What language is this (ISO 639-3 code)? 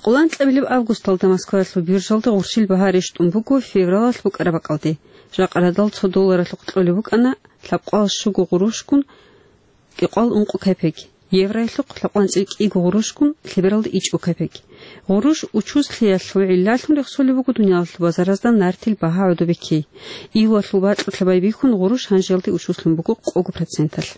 ava